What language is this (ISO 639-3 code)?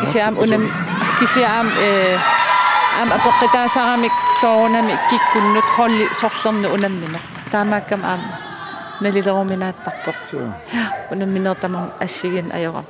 kal